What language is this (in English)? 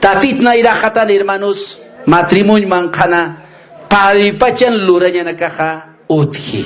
Aymara